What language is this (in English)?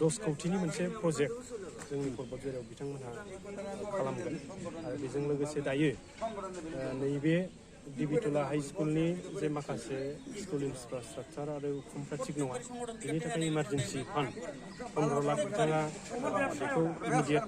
Bodo